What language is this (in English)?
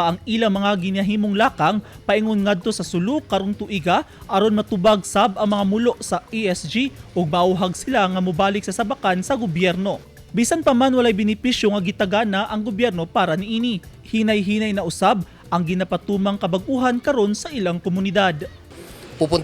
Cebuano